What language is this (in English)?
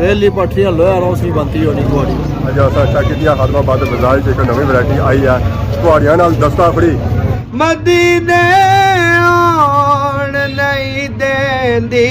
Pahari-Potwari